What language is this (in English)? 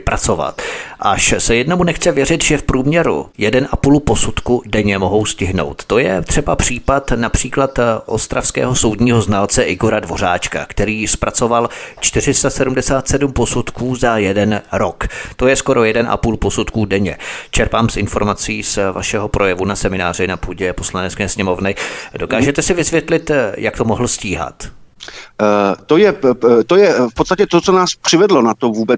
Czech